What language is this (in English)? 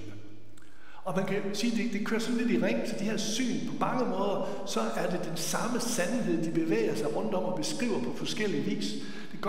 Danish